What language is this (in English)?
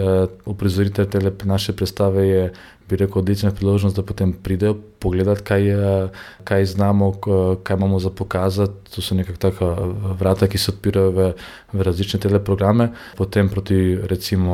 Slovenian